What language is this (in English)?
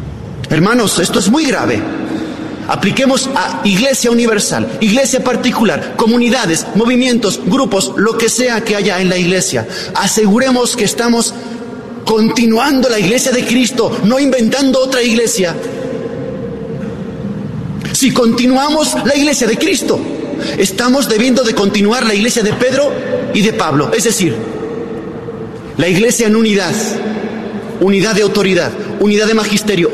Spanish